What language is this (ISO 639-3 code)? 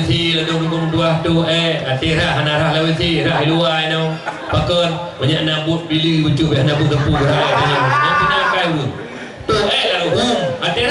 ace